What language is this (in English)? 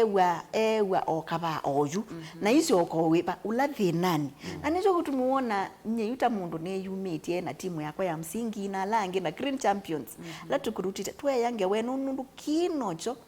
Kamba